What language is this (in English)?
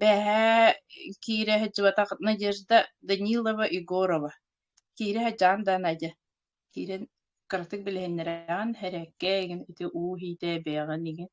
Yakut